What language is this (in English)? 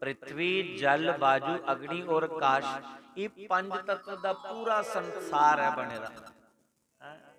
Dogri